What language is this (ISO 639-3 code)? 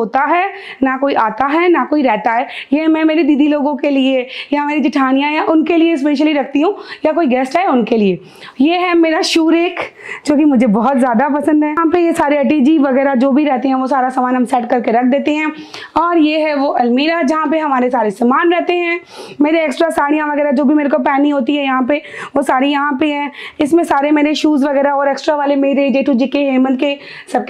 hin